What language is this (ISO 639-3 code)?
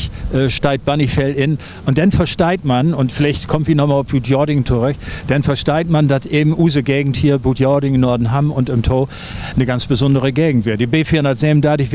nds